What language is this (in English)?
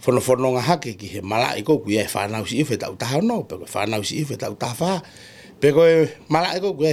Tongan